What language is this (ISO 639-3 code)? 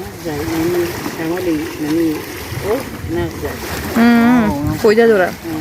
tgk